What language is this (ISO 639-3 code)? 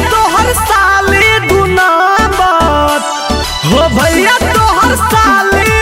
mag